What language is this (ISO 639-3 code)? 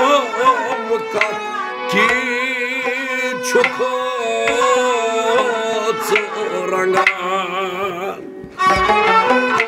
kas